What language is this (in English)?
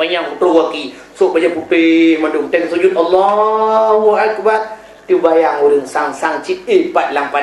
Achinese